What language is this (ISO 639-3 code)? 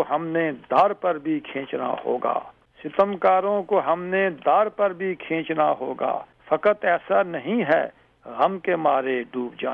urd